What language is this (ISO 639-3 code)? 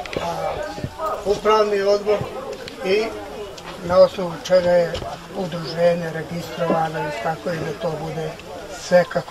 bos